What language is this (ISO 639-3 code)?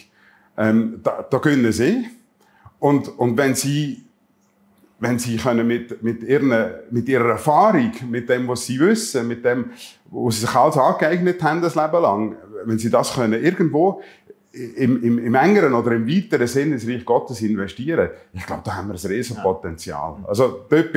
gsw